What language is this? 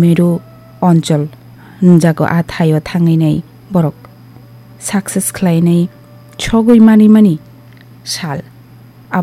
Kok Borok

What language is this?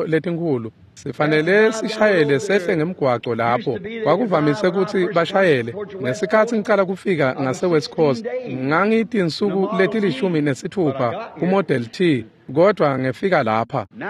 Swati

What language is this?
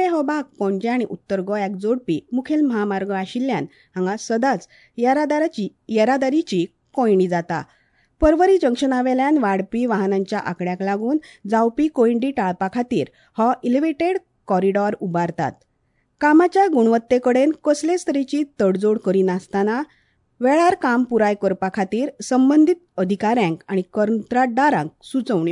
Konkani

